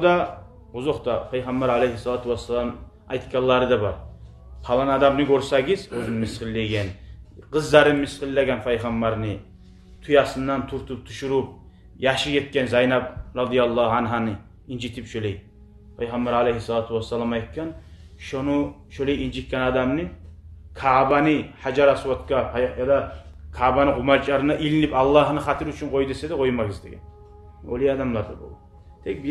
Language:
Kumyk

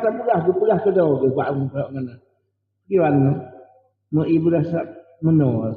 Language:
Achinese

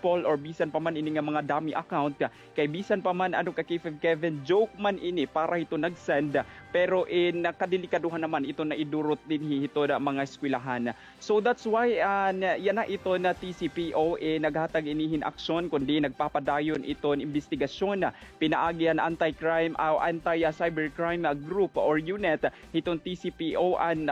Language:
Waray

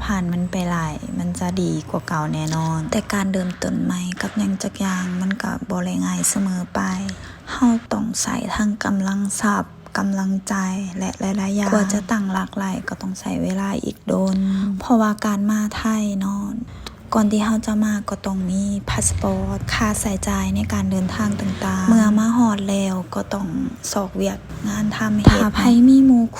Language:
Lao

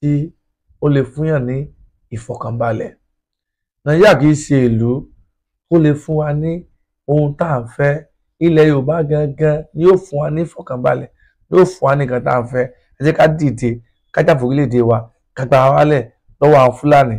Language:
Yoruba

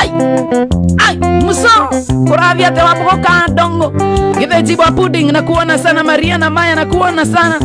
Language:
Kikuyu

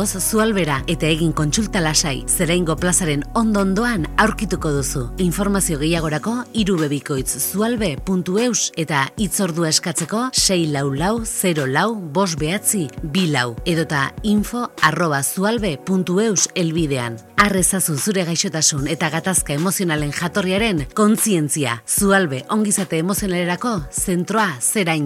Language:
Basque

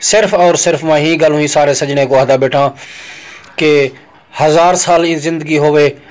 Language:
Saraiki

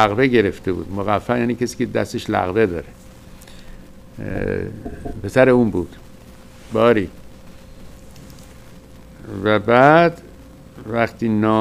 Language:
Persian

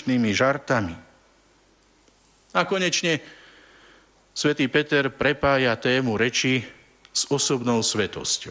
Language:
Slovak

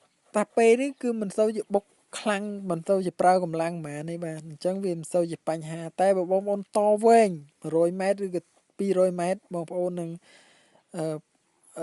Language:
Khmer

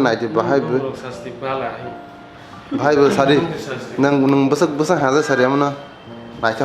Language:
Kok Borok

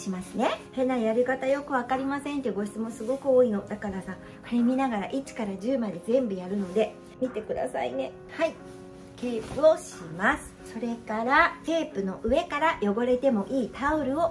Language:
Japanese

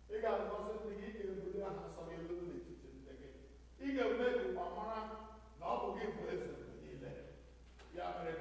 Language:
Igbo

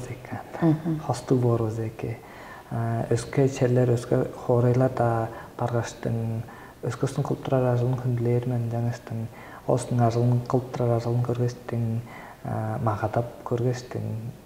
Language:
Tuvinian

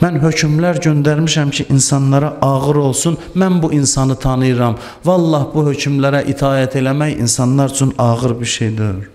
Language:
Azerbaijani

